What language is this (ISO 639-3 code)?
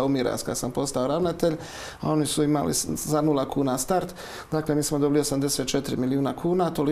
hrv